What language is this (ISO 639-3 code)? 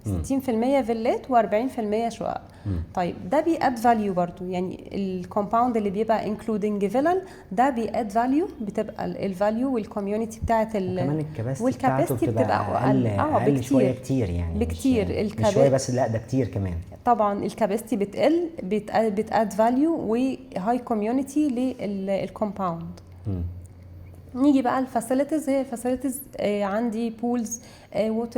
arz